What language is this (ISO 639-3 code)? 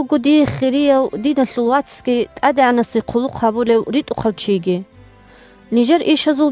ava